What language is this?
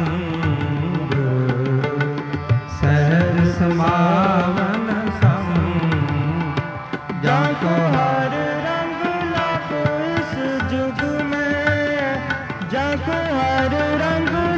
Punjabi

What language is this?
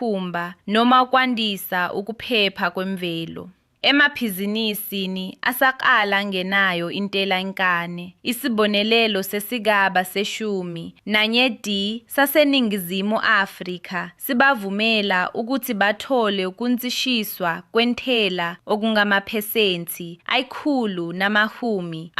Zulu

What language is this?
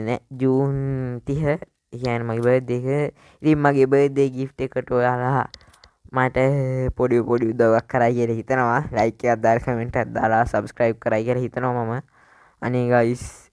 Sinhala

